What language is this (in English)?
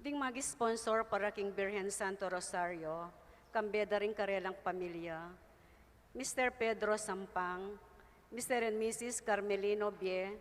Pampanga